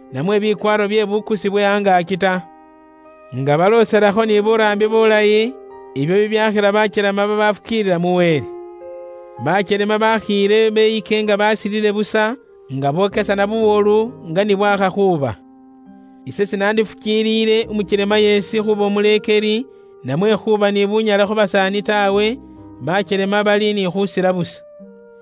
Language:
Luyia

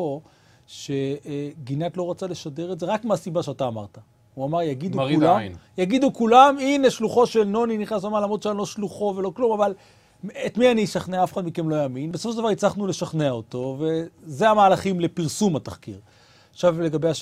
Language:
Hebrew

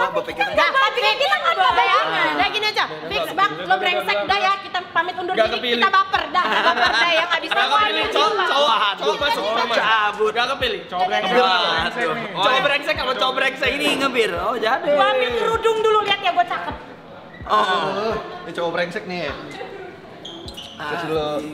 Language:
Indonesian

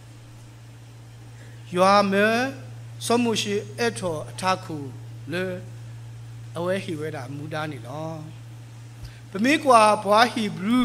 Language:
S'gaw Karen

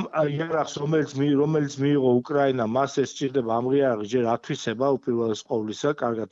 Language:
Georgian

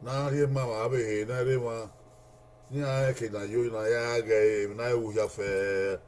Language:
Bini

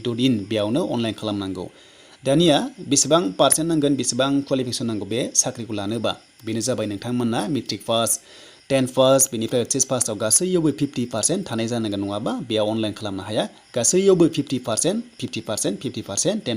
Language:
Bodo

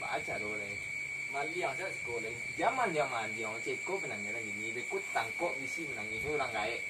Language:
Minangkabau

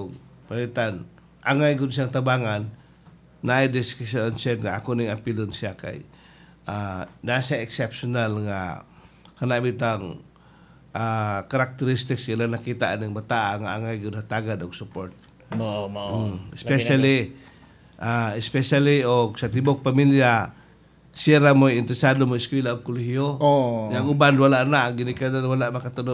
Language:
Cebuano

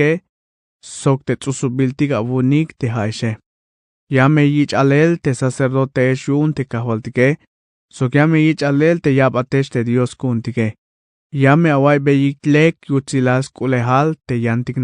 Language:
Tzeltal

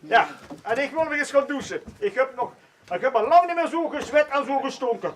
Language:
Limburgish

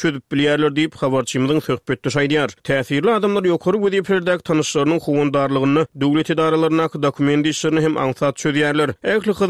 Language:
Turkmen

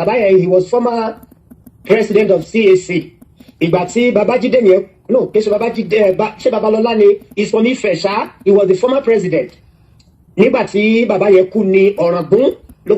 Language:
Yoruba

